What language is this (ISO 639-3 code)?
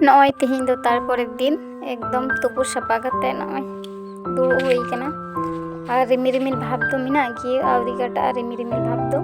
sat